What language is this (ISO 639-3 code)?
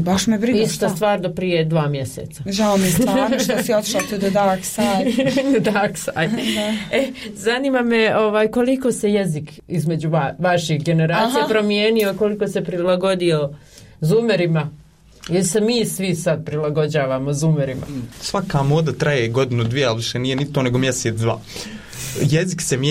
bos